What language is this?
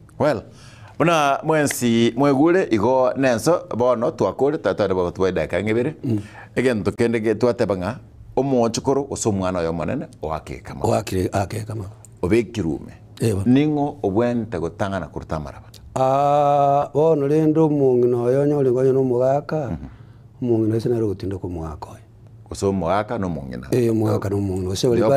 Gusii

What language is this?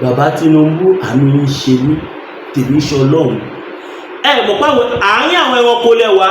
Yoruba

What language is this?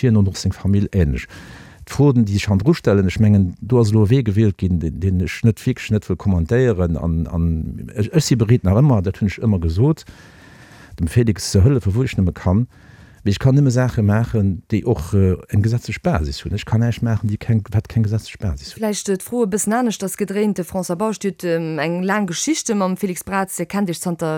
Luxembourgish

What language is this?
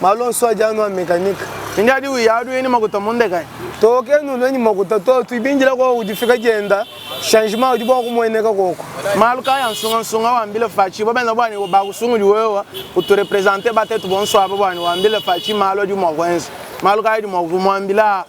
Luba-Lulua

